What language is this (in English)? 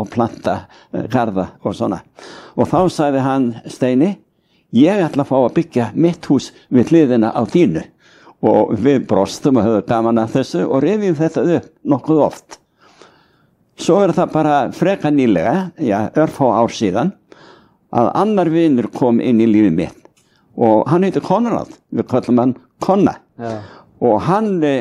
Icelandic